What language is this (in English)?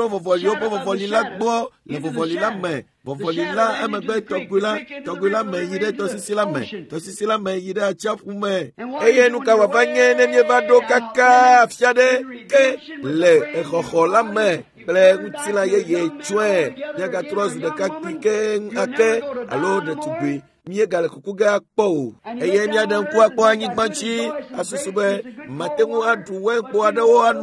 Ewe